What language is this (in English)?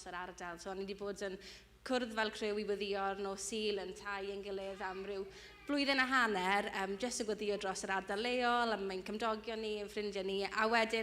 Welsh